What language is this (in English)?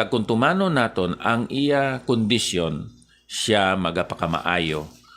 Hiligaynon